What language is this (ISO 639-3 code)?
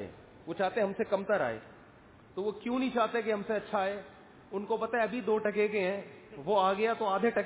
urd